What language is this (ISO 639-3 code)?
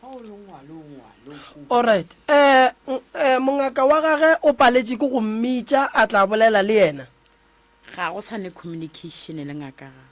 nso